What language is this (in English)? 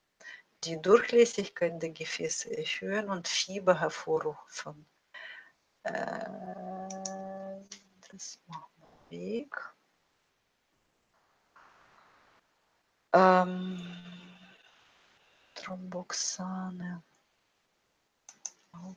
German